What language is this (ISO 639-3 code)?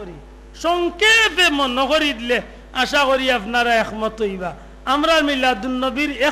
syl